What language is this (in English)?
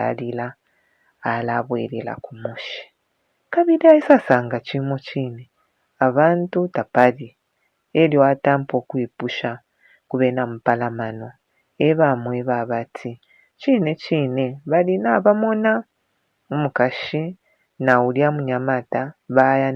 Bemba